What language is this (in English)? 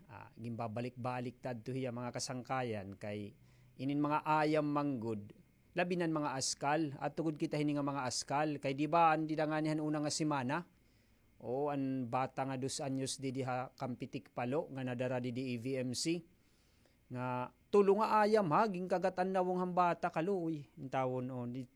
Waray